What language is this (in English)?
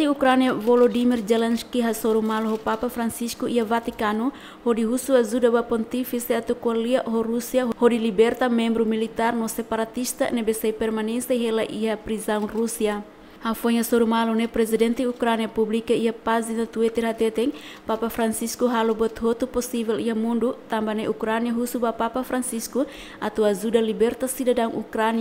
Tetum